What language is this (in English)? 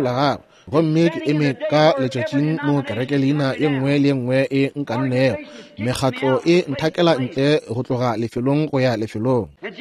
Northern Sotho